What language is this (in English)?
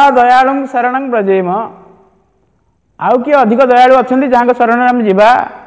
Odia